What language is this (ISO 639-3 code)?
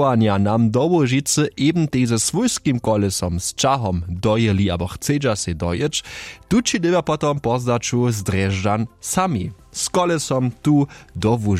hsb